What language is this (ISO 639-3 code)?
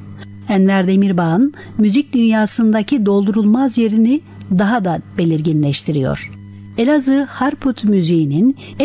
tur